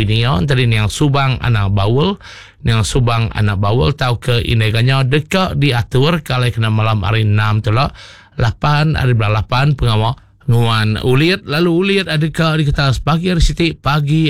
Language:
Iban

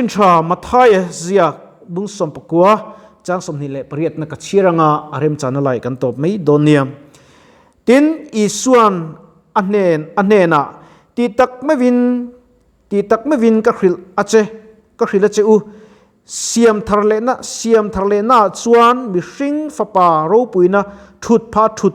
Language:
Mizo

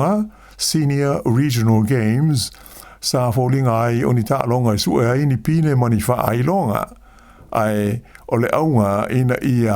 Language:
Samoan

